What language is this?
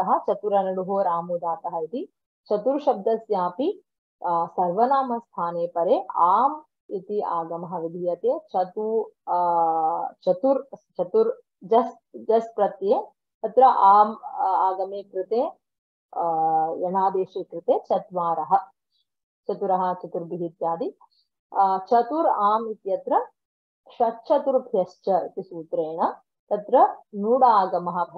Sanskrit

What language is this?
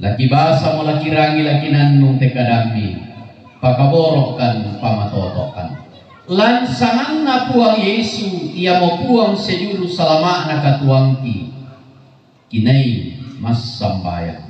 Toraja-Sa'dan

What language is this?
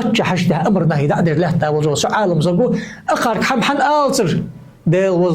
Ingush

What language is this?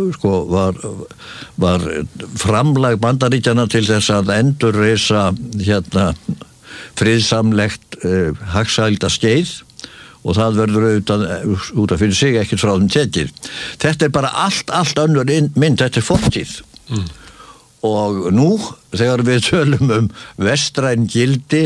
Icelandic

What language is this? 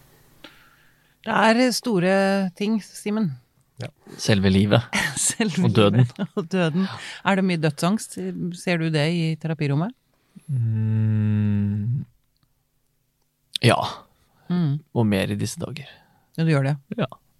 Norwegian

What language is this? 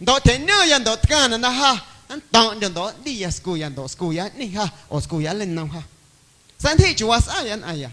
Guerrero Amuzgo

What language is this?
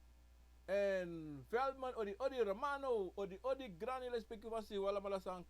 Sranan Tongo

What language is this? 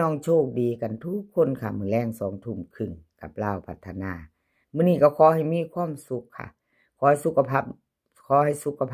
Northeastern Thai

